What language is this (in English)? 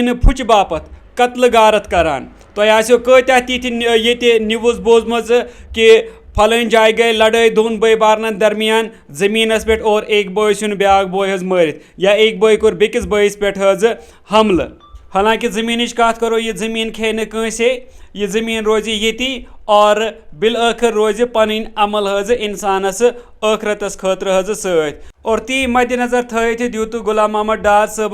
Kashmiri